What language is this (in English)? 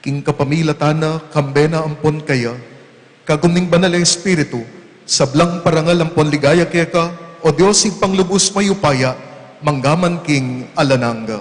Pampanga